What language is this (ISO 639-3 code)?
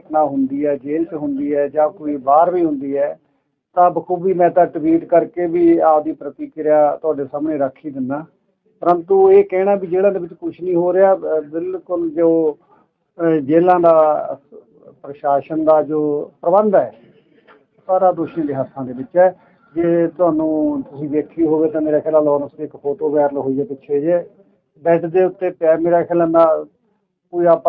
pan